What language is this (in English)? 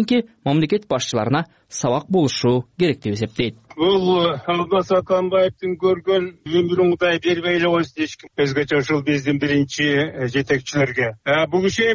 Kyrgyz